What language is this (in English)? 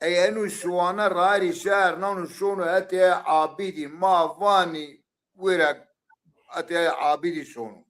Zaza